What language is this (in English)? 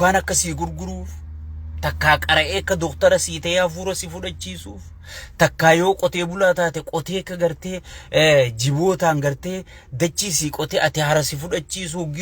Oromo